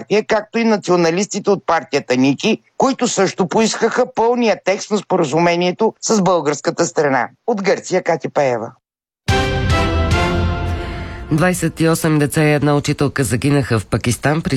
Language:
Bulgarian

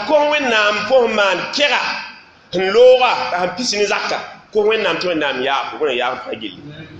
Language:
Mossi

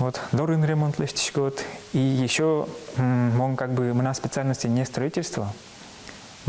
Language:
Udmurt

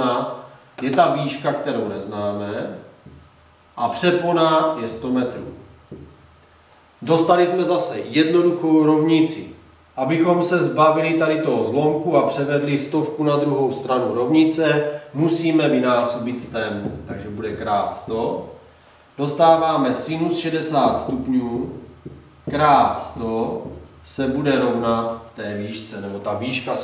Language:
Czech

